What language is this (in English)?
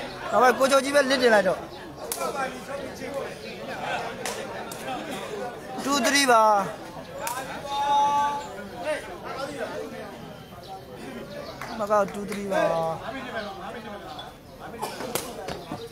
Burmese